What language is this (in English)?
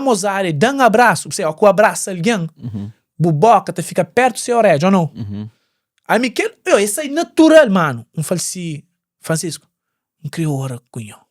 Kabuverdianu